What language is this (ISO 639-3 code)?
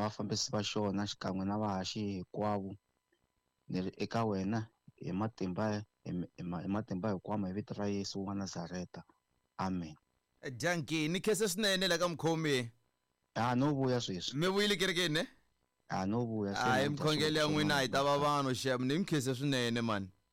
tso